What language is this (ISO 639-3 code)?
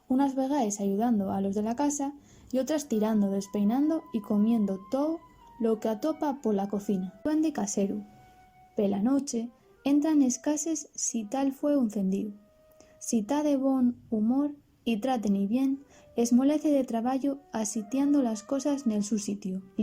ast